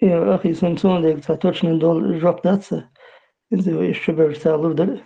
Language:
Chechen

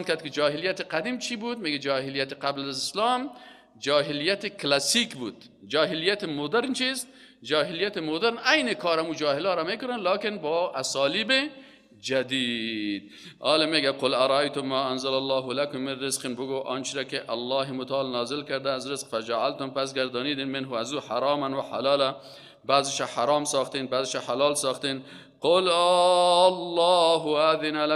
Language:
Persian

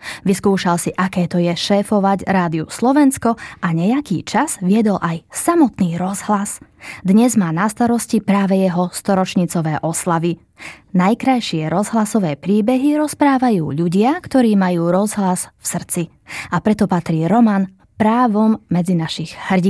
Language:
Slovak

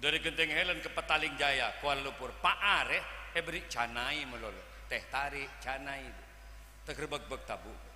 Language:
Madurese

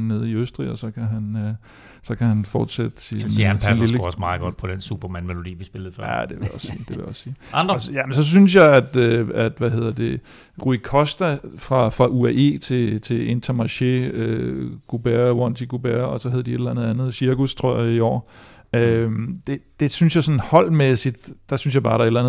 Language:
Danish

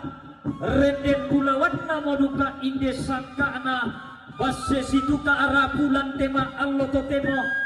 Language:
Toraja-Sa'dan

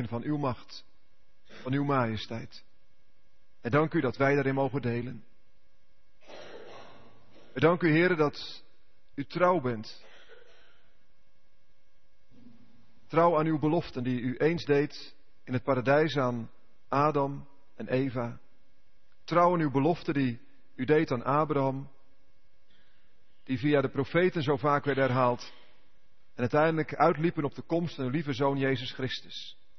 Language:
Dutch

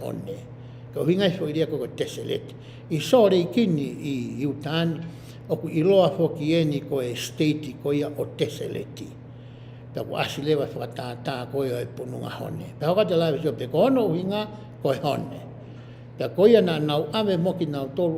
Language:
Tongan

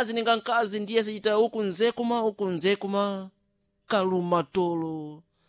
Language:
Sena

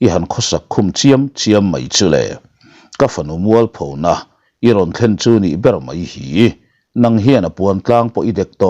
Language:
Mizo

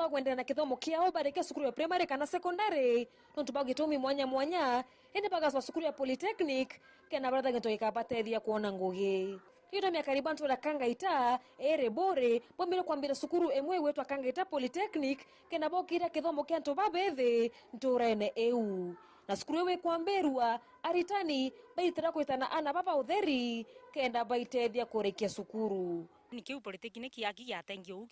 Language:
Meru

